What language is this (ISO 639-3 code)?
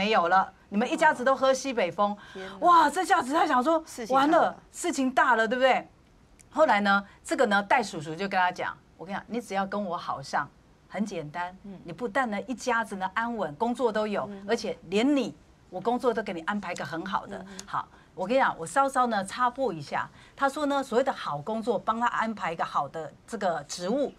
zho